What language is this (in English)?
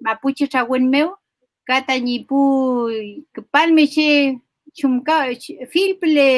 Mapuche